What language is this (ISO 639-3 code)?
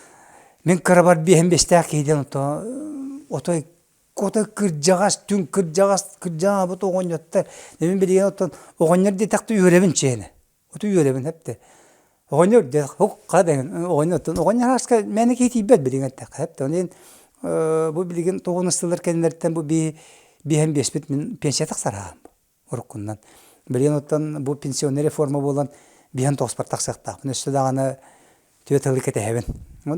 sah